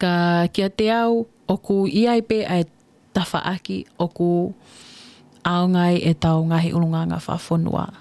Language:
Tongan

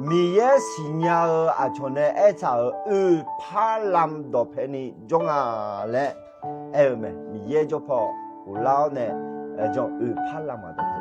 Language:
Akha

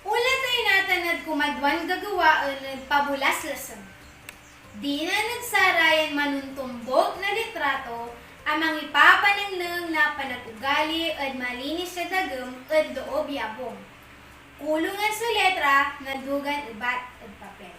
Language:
Pangasinan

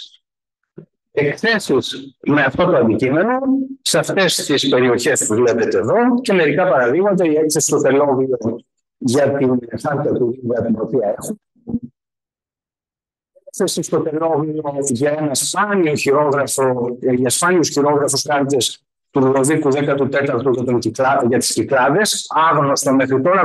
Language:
Greek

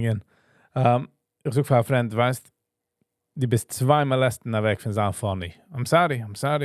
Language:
Yiddish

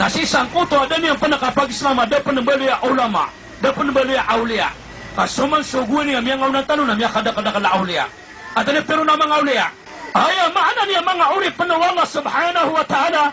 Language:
Maranao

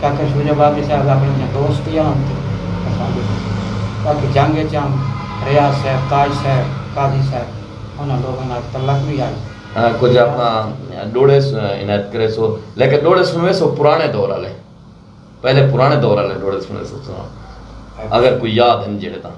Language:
Saraiki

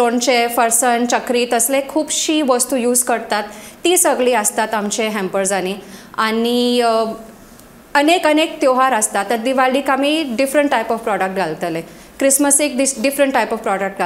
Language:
Konkani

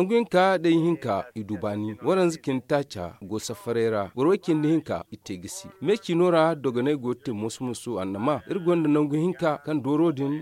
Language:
Zarma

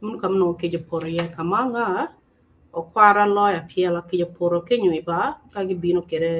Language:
Acoli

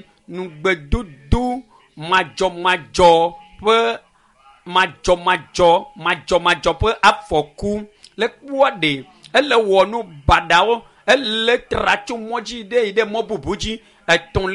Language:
Ewe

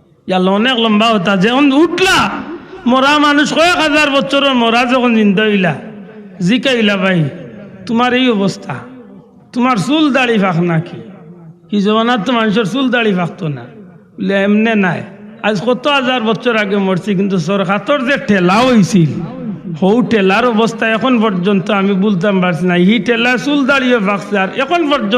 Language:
Sylheti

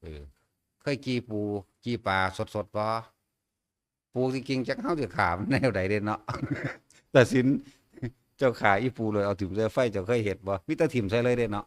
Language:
Northeastern Thai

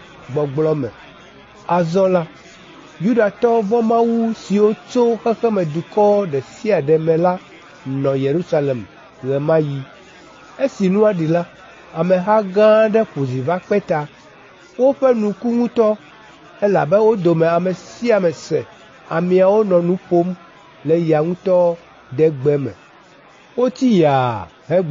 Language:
Ewe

